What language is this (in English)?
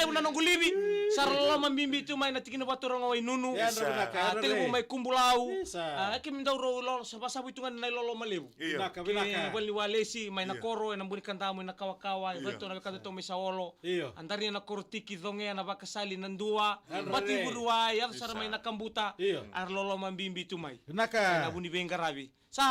Fijian